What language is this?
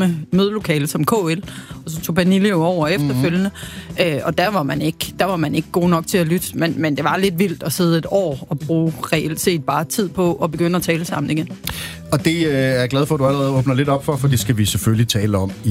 Danish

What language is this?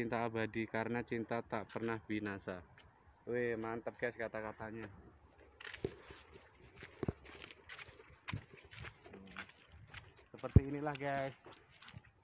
Indonesian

